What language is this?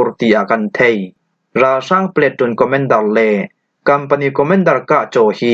Falam Chin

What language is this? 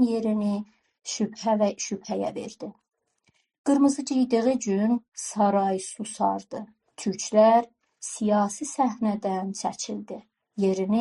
South Azerbaijani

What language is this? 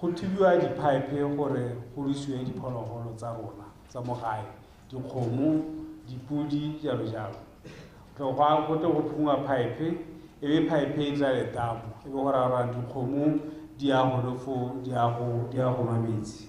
Tswana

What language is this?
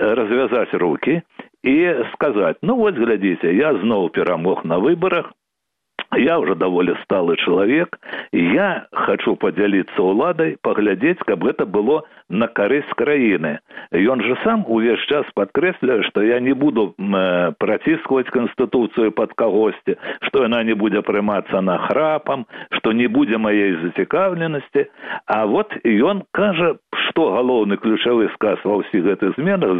Belarusian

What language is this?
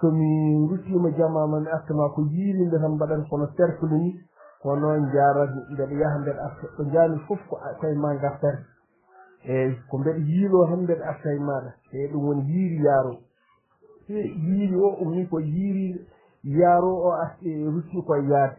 Fula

